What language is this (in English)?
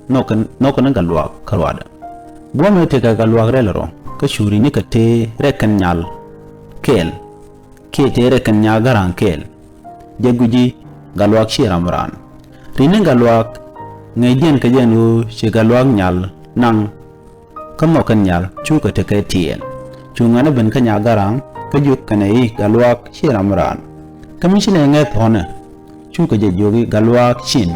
Nuer